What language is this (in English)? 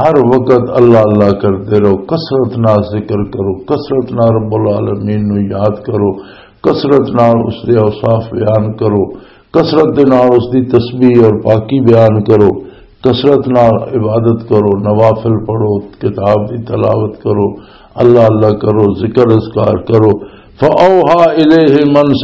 Western Panjabi